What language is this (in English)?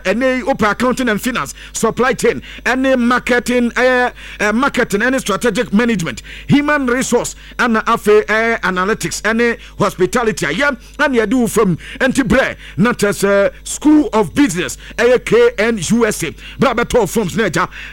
Akan